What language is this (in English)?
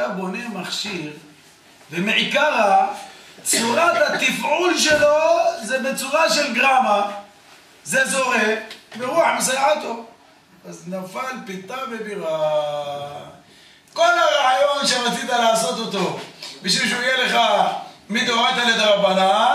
Hebrew